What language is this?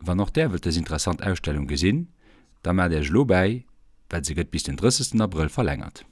Luxembourgish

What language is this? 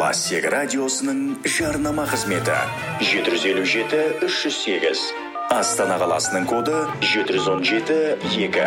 Kazakh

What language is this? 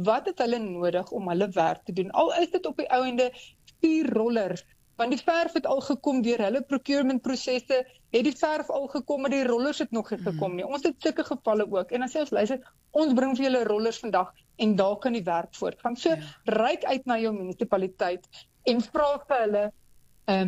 Afrikaans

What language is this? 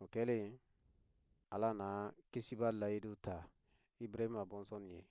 Bambara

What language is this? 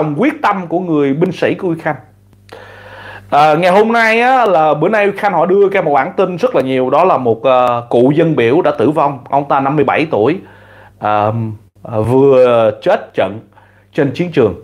Vietnamese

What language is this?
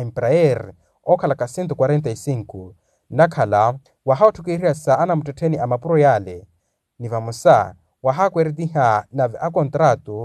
Makhuwa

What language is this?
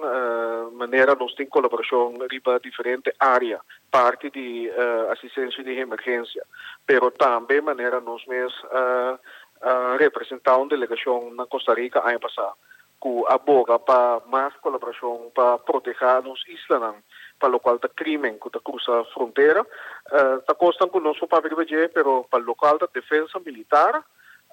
Papiamento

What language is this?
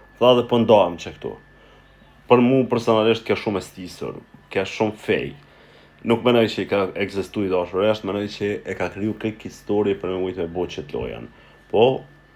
Albanian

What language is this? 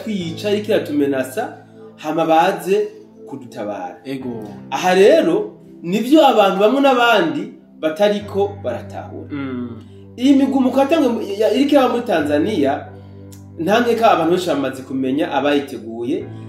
Rundi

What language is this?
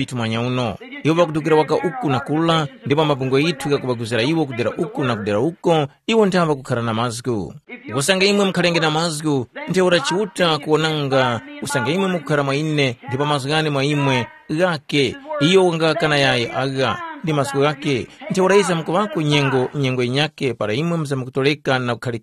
Tumbuka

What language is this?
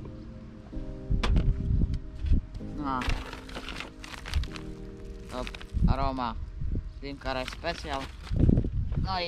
Polish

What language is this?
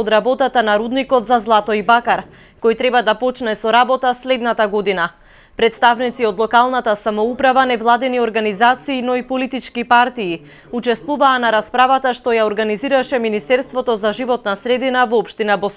Macedonian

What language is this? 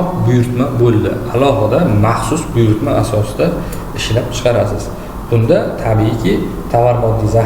Uzbek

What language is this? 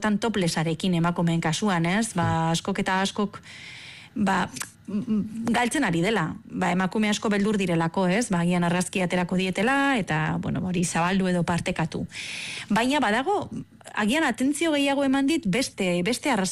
Basque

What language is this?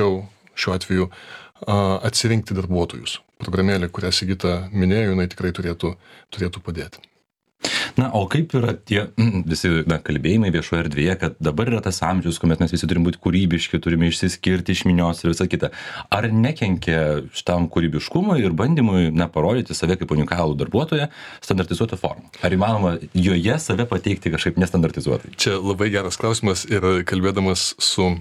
Lithuanian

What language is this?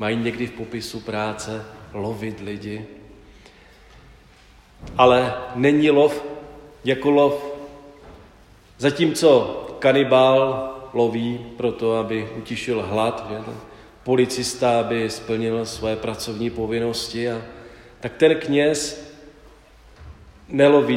Czech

